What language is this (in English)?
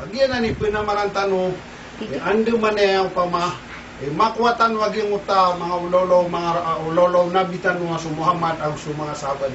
Maranao